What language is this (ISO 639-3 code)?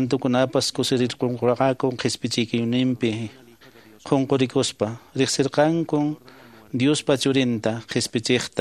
que